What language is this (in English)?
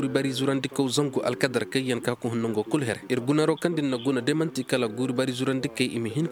Koyraboro Senni